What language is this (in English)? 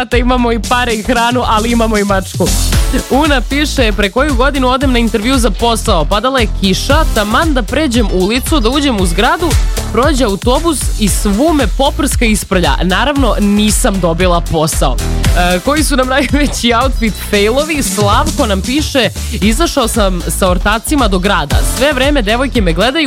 Serbian